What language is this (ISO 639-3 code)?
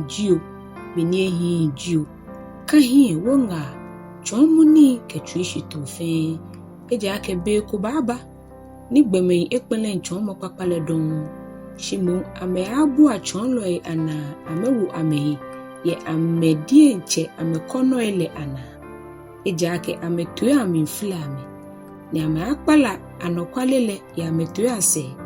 gaa